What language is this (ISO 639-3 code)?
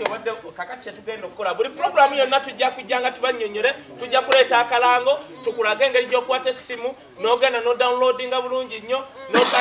lug